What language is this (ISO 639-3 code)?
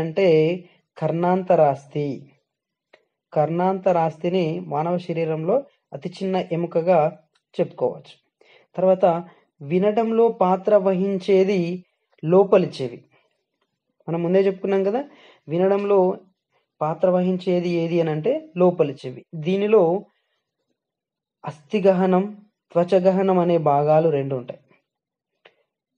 tel